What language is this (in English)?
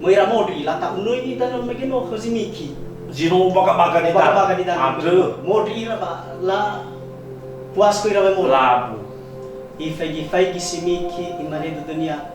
Nias